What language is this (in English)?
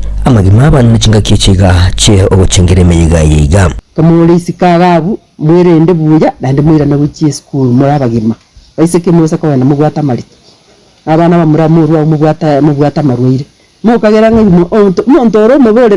Gusii